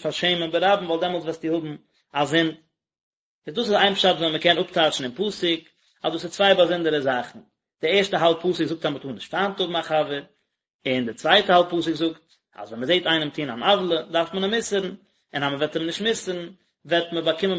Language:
Yiddish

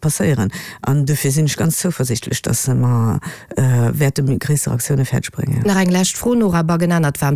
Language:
Luxembourgish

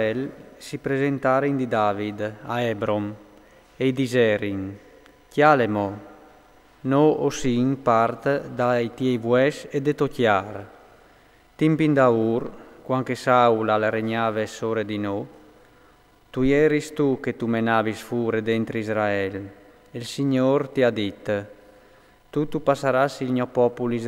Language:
Friulian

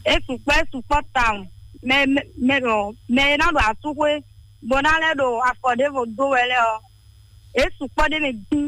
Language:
Fon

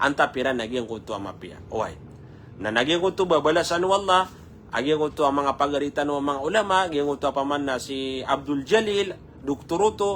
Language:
Maranao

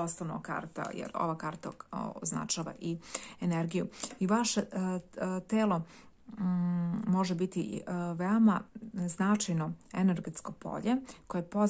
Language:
Serbian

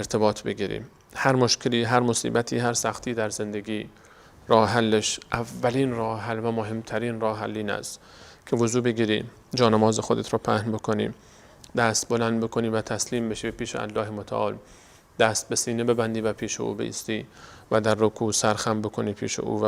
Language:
Persian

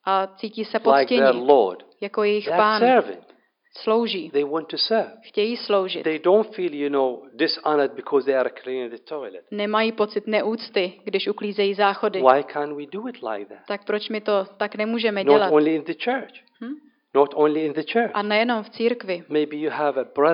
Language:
Czech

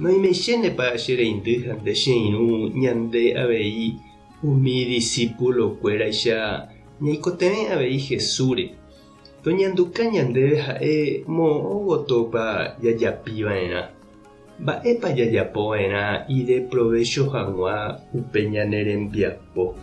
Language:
Guarani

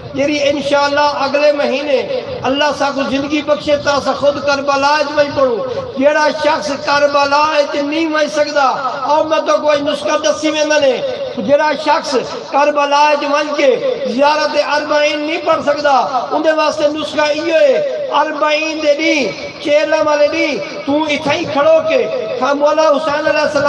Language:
Saraiki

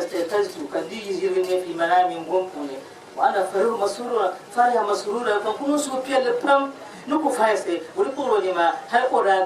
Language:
Dagbani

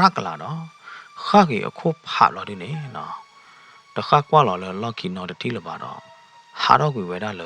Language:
S'gaw Karen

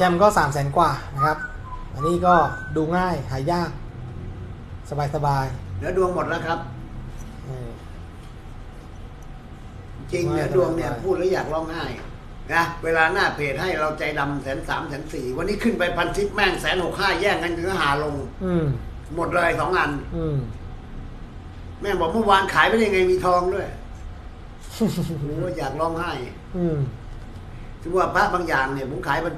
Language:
Thai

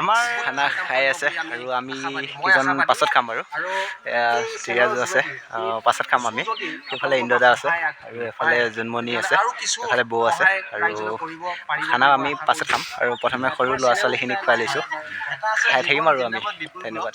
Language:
Assamese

